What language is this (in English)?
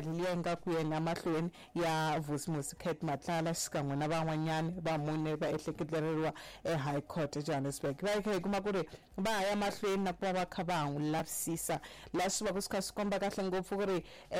Tsonga